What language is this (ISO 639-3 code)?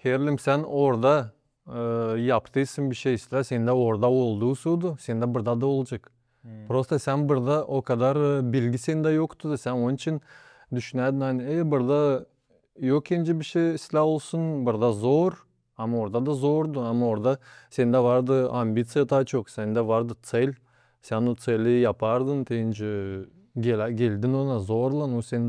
gag